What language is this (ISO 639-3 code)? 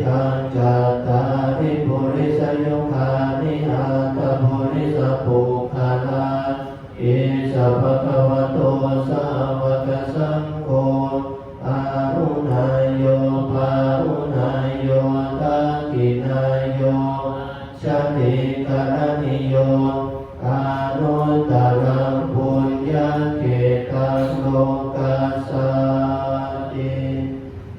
pli